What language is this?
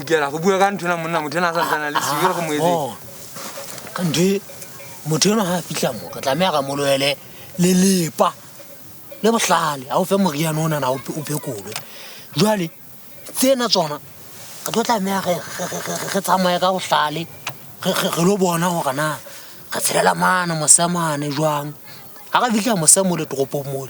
Southern Sotho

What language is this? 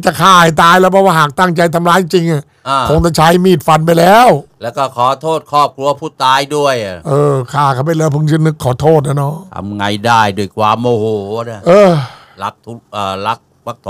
Thai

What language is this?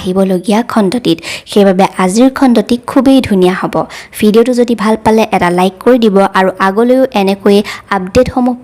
Assamese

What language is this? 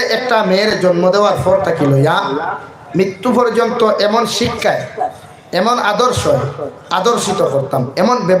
Sylheti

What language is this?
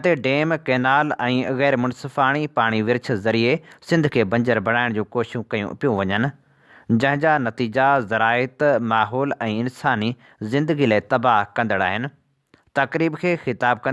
Sindhi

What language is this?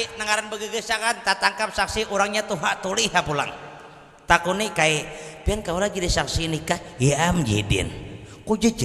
Banjar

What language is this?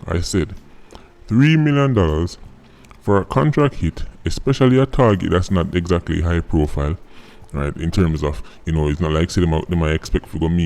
Jamaican Creole English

